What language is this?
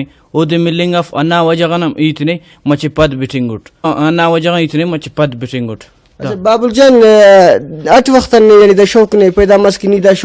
Brahui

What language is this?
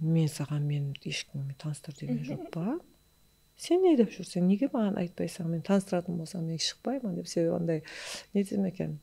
Kara-Kalpak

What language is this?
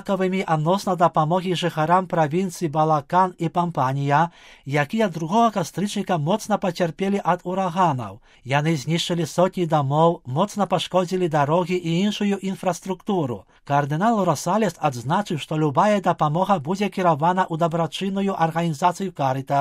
Belarusian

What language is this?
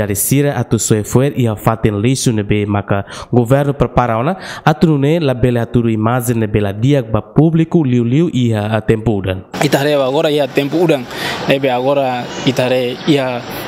Tetum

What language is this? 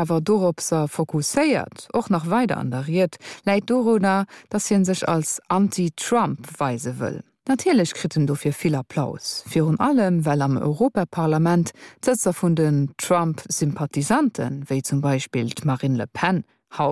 Luxembourgish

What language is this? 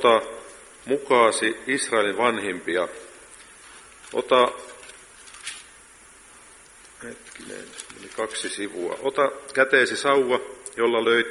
Finnish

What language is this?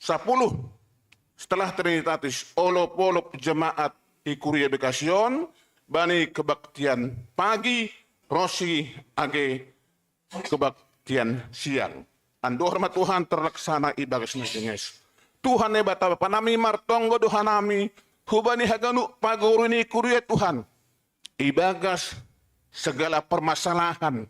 Batak Simalungun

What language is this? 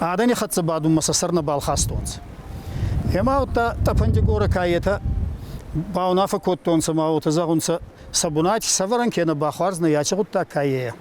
Ossetic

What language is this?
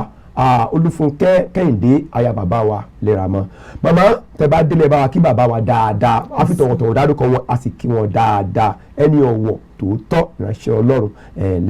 Yoruba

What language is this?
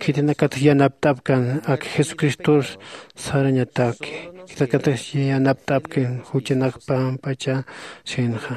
Aymara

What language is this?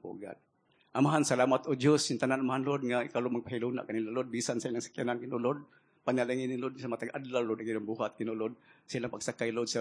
Cebuano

